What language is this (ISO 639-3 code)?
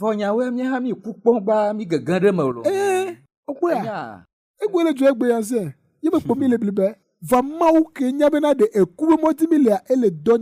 ewe